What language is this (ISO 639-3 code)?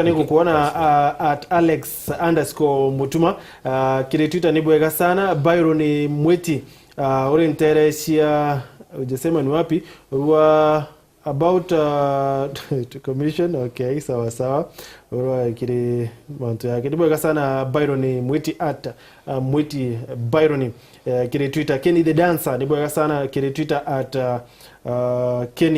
mer